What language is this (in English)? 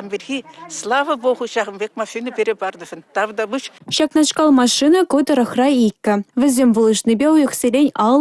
Chuvash